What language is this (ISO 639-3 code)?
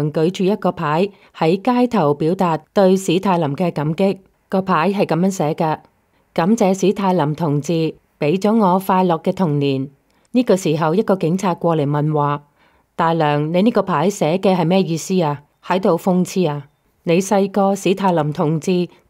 yue